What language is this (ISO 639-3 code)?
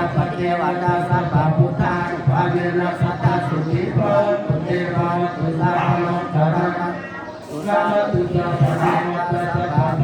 pli